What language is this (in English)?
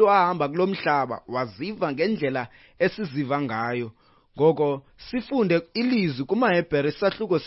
Xhosa